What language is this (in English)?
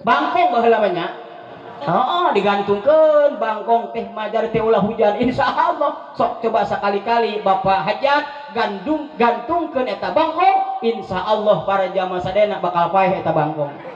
Sundanese